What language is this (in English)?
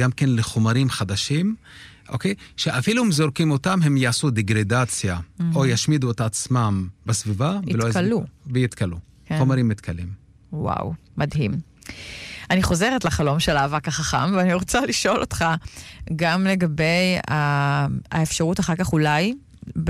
Hebrew